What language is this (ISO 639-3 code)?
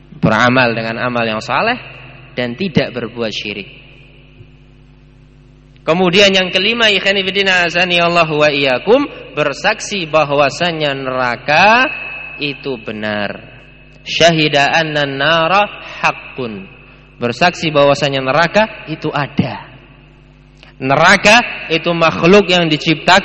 ind